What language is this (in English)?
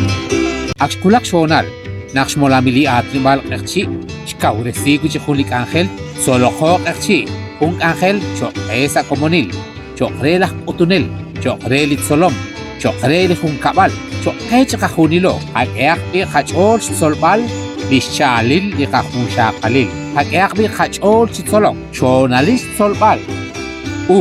Kekchí